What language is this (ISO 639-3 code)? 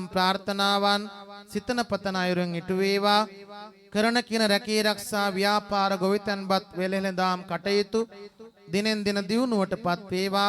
sin